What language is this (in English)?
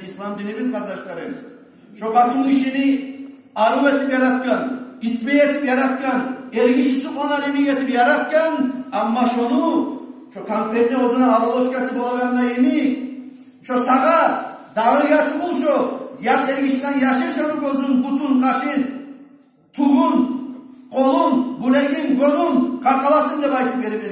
Kumyk